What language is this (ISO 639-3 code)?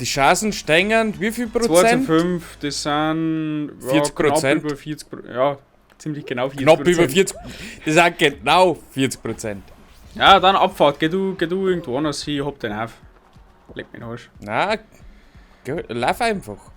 bar